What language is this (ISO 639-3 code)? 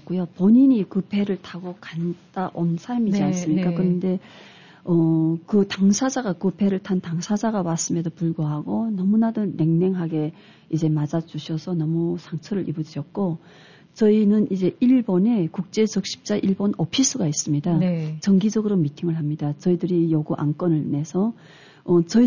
kor